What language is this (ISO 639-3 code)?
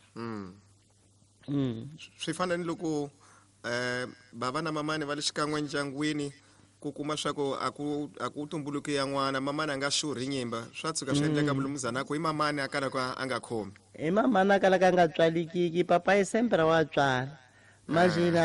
tso